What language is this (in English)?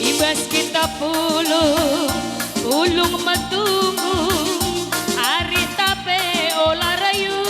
Batak Karo